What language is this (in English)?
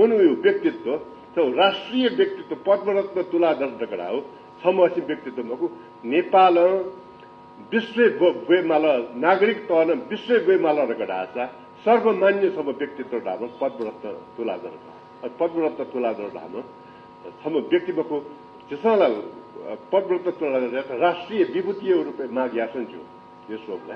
Newari